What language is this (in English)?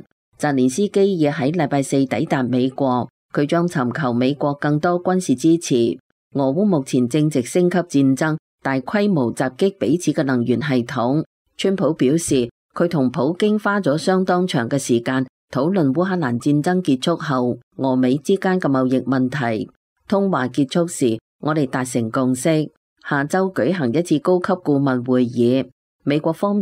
Cantonese